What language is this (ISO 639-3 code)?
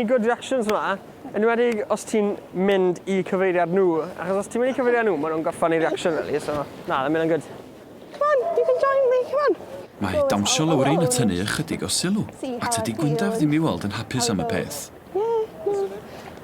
cym